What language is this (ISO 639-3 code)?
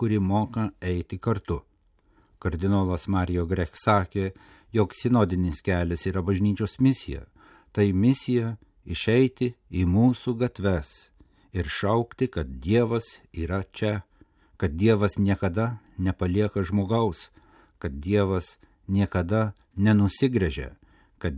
lit